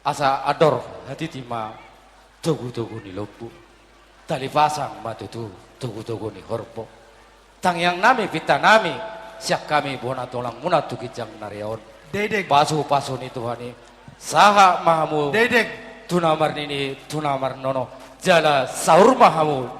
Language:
Batak Toba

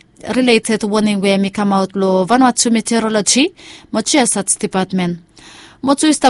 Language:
Bislama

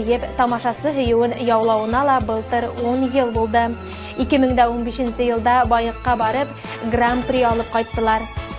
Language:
Bashkir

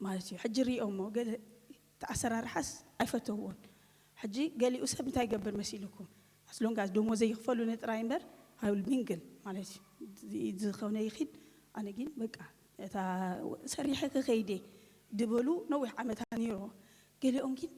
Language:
Tigrinya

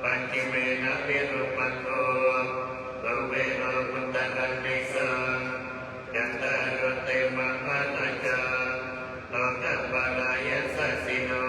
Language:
Pali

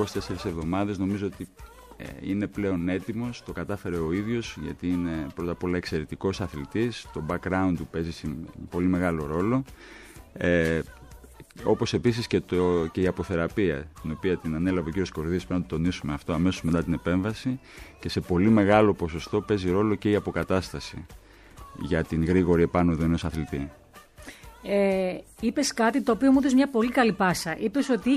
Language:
Greek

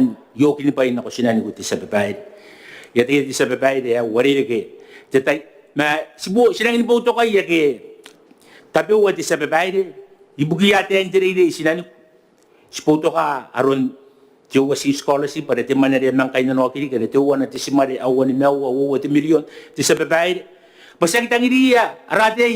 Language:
Gilbertese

